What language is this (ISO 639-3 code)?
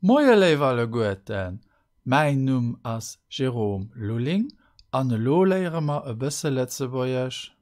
ltz